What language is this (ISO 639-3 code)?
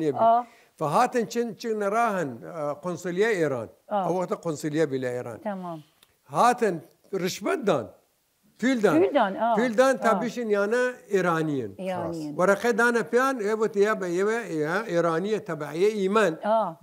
sdh